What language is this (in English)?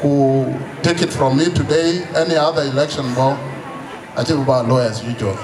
Dinka